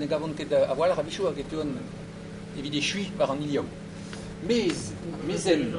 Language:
Breton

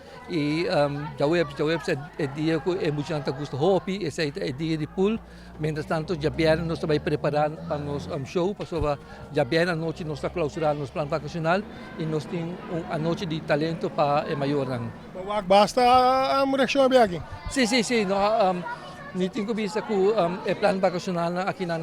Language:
Papiamento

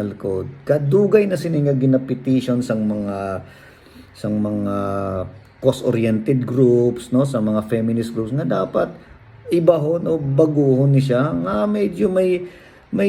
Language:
Hiligaynon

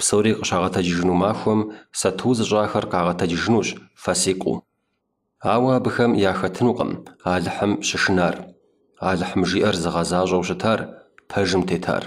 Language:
Kabardian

